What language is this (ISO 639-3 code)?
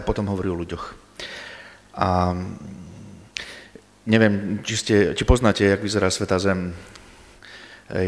slk